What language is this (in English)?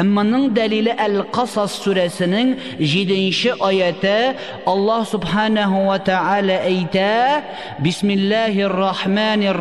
Tatar